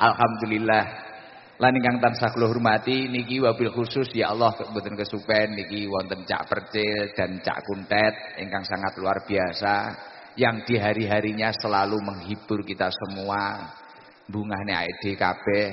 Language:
Javanese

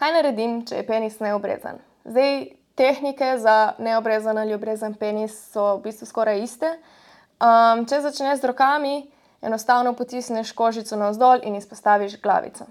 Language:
Slovenian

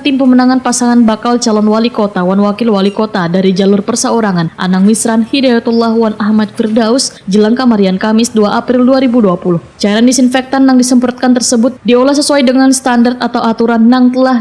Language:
Banjar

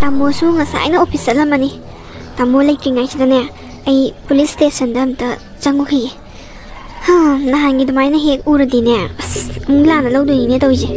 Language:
Manipuri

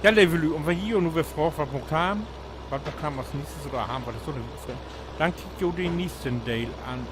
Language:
Low German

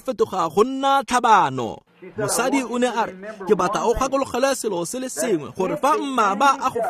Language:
Tswana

